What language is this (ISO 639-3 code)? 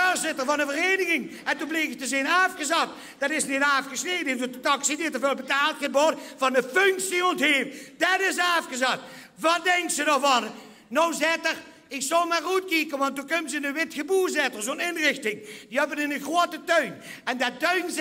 lim